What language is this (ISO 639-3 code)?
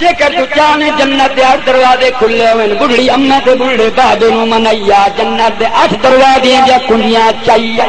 skr